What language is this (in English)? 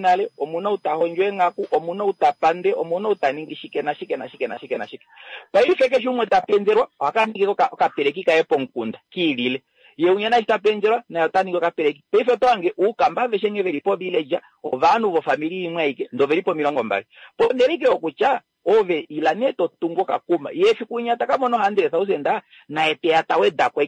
Kuanyama